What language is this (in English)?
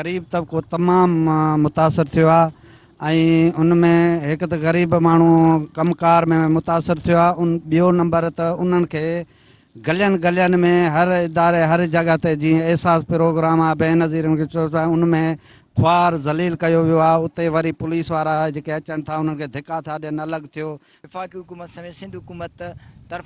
Sindhi